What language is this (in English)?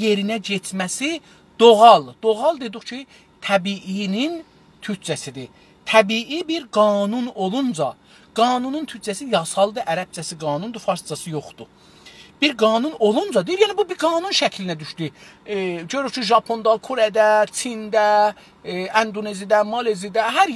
South Azerbaijani